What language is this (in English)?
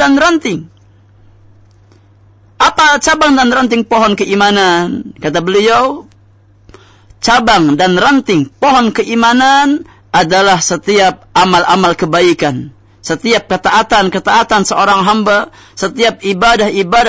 Indonesian